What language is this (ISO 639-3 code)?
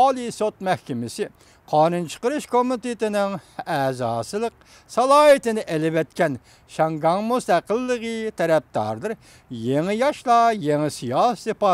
uig